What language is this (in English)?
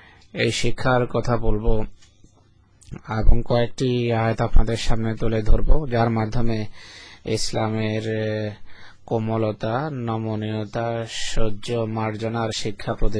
Bangla